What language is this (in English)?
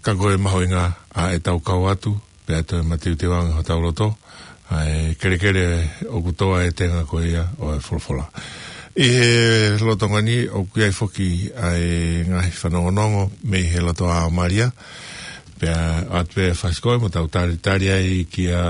Tongan